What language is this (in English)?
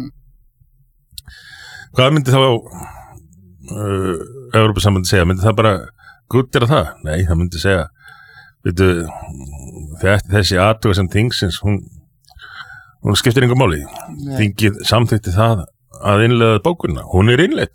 Icelandic